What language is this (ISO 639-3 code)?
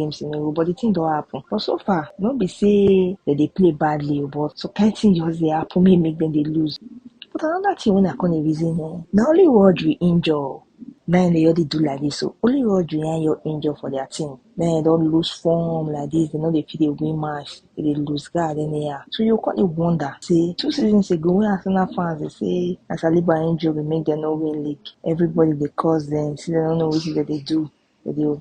pcm